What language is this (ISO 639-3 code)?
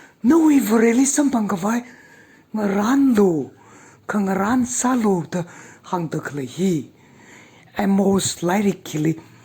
nmf